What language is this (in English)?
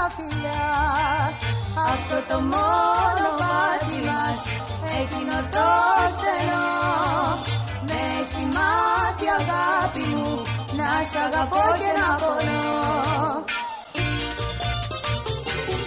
Greek